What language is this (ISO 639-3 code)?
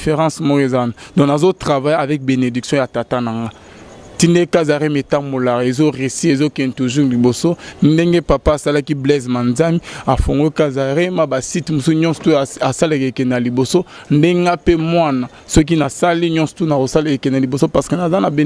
lin